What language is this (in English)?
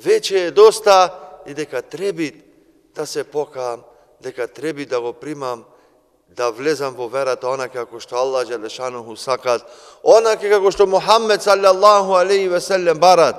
Macedonian